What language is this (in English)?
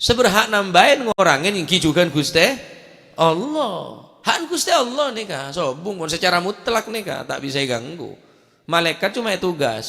Madurese